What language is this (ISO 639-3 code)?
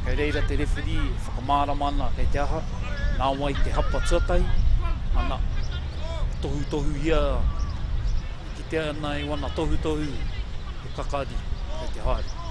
mri